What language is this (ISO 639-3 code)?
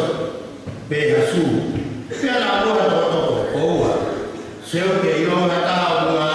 ton